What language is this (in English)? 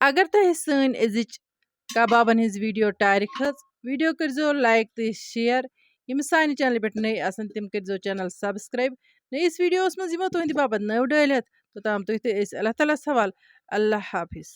Kashmiri